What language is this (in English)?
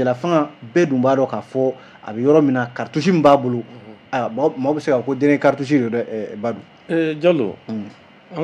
Bambara